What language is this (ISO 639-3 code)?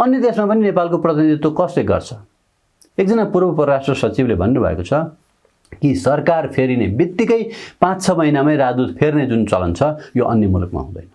nep